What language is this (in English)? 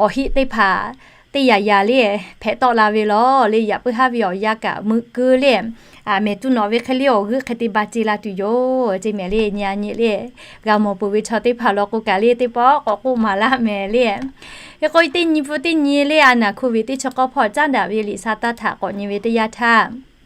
Lahu